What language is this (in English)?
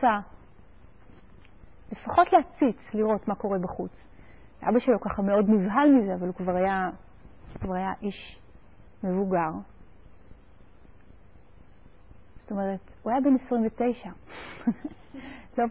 Hebrew